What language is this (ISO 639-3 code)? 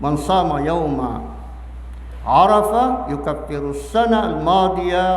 mrw